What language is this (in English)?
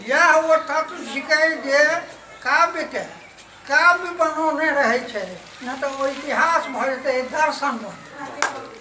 Maithili